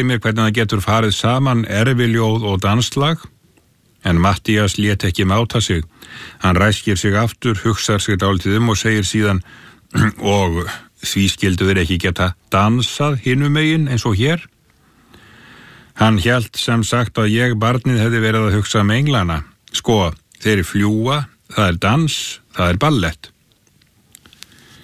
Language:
Icelandic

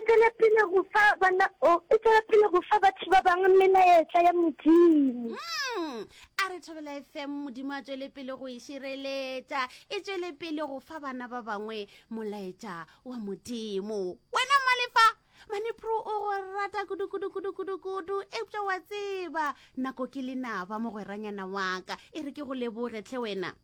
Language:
Northern Sotho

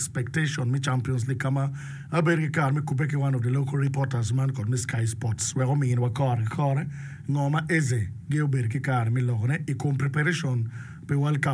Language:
Acoli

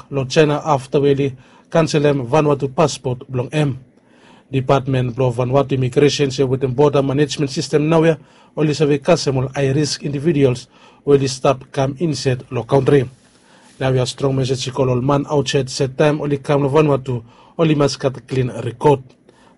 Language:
Bislama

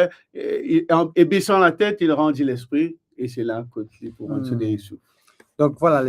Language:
Morisyen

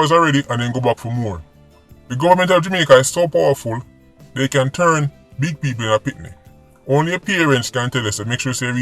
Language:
Jamaican Creole English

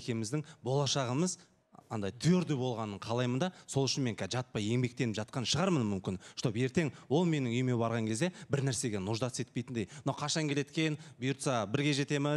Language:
Kazakh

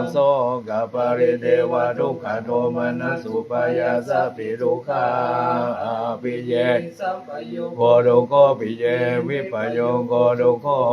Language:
Pali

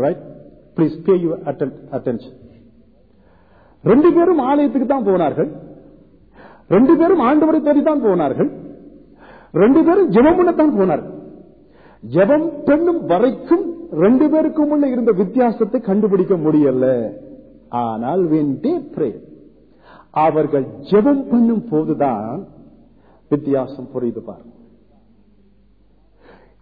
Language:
Tamil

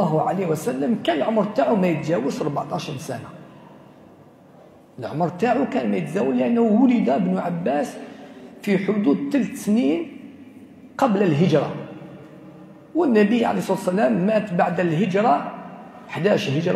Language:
Algerian Arabic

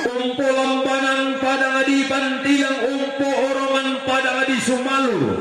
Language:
Toraja-Sa'dan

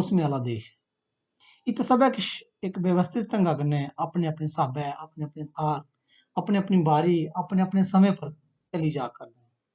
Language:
Dogri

